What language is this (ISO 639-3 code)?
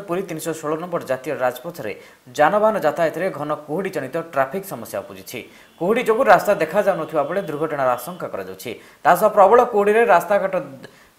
ori